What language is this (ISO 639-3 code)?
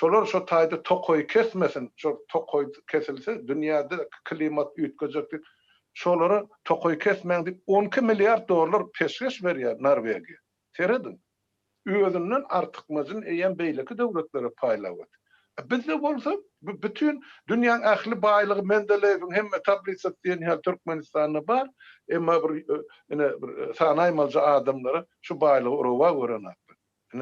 tuk